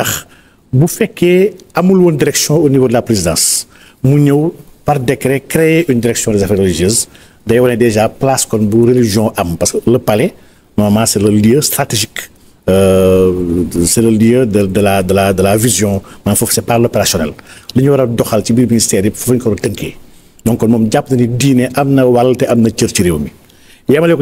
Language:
Wolof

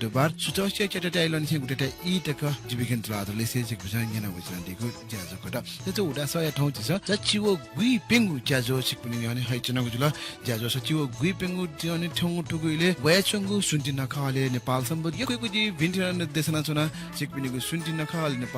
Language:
Newari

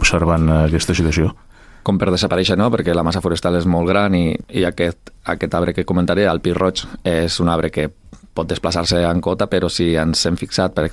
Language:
Catalan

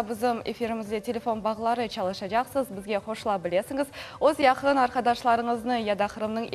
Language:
Crimean Tatar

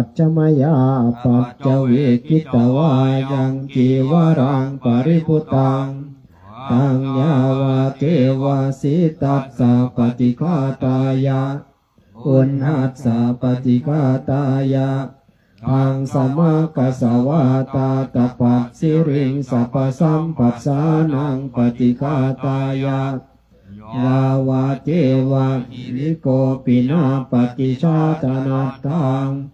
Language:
Pali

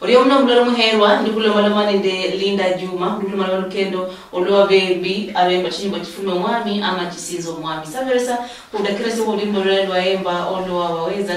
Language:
Luyia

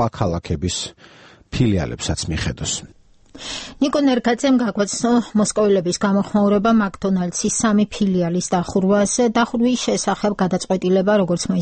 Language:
Georgian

